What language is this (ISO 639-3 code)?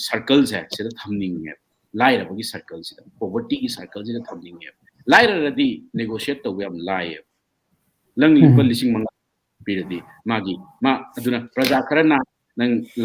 mni